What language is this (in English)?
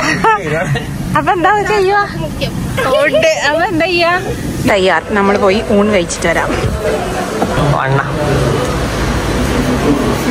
Malayalam